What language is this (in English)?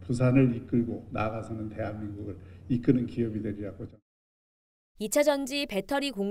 Korean